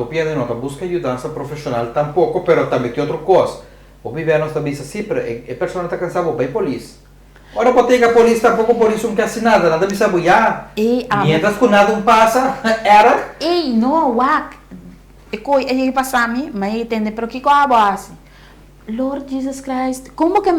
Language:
Papiamento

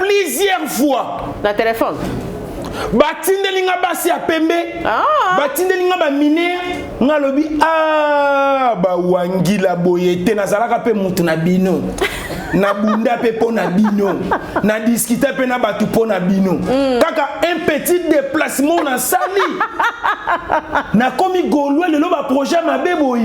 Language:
Lingala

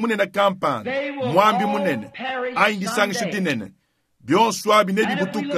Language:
Luba-Lulua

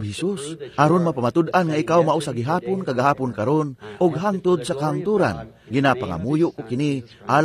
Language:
Cebuano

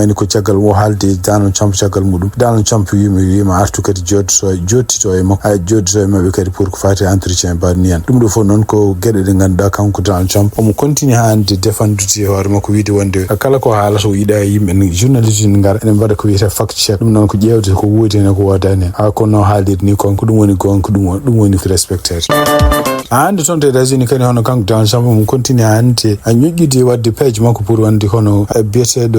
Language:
Fula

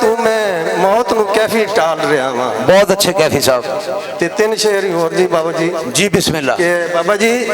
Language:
Western Panjabi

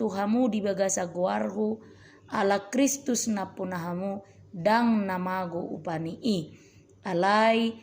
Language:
Batak Toba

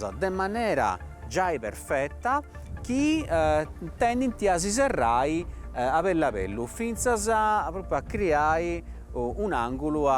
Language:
Sardinian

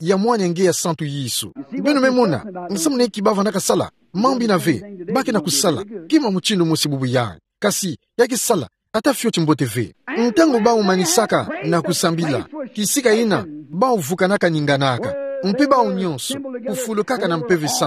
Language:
Kituba (Democratic Republic of Congo)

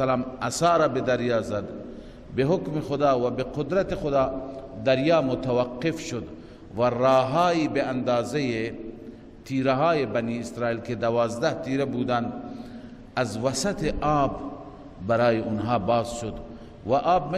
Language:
Persian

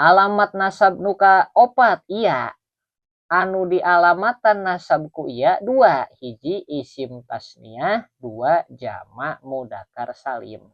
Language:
Sundanese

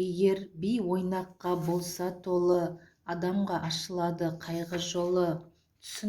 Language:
Kazakh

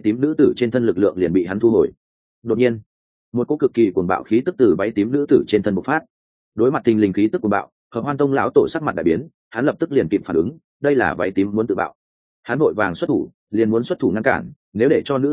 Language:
Vietnamese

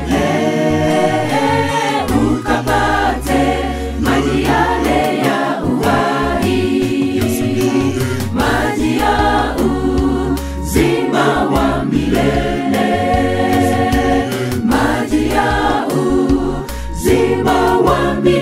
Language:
Swahili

